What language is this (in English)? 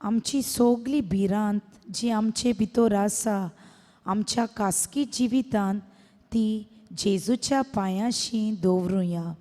Konkani